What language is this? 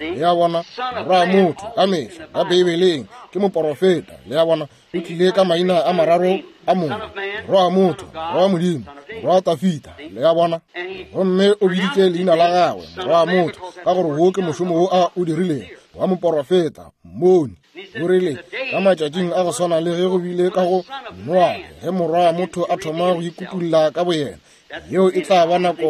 Northern Sotho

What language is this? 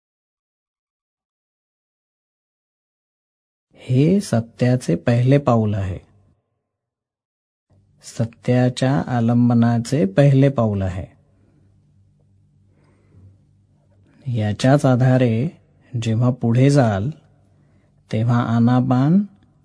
Marathi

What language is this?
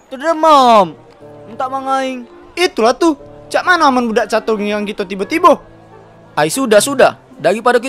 Musi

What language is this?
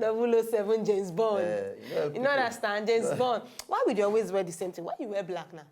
Nigerian Pidgin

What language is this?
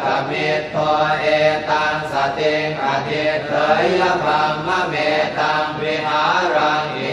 Pali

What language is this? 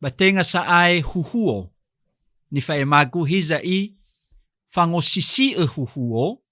Nias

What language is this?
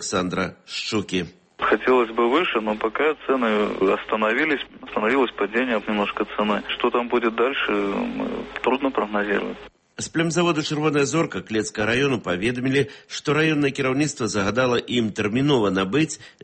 Belarusian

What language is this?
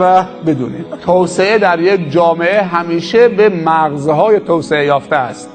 Persian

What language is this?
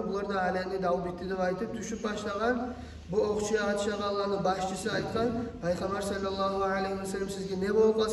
Kumyk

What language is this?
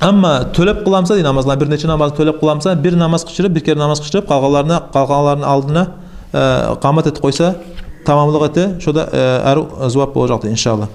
Kumyk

